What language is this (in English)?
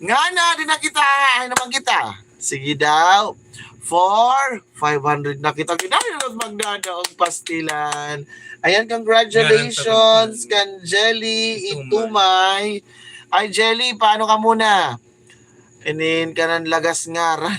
Waray